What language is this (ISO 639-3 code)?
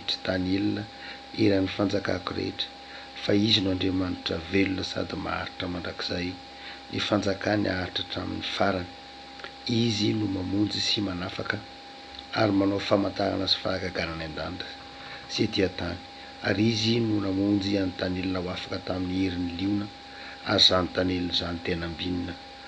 mlg